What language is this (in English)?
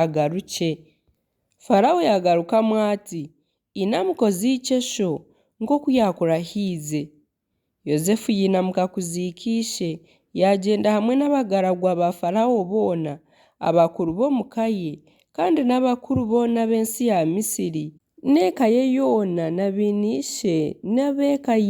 Nyankole